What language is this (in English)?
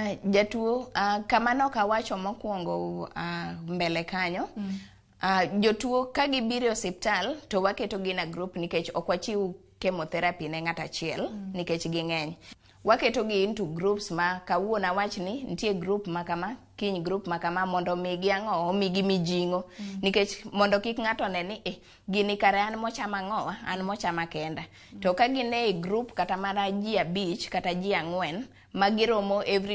Luo (Kenya and Tanzania)